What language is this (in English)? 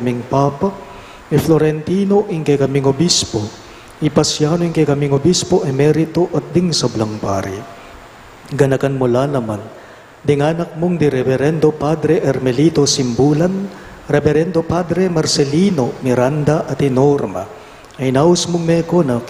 Pampanga